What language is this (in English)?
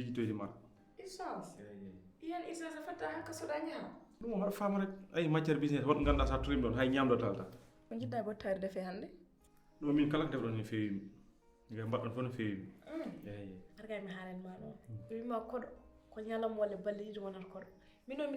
Fula